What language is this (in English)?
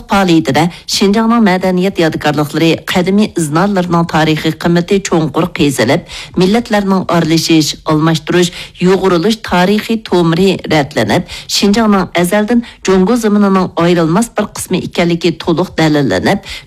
Uyghur